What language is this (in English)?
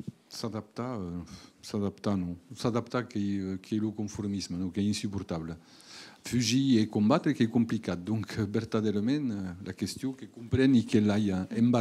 Occitan